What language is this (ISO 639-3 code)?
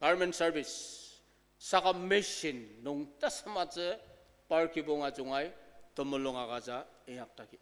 njo